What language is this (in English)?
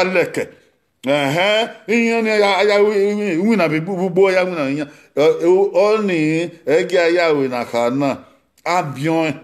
Bini